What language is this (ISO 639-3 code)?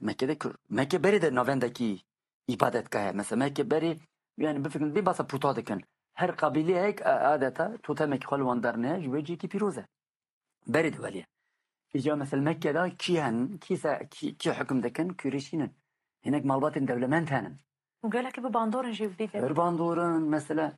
kur